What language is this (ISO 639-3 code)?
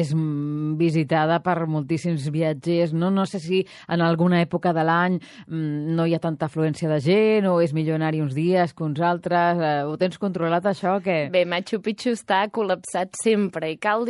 cat